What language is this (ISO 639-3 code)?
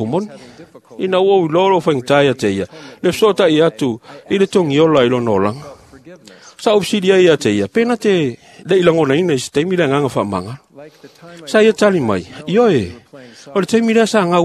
smo